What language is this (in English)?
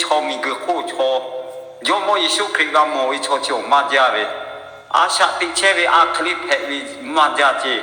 Lahu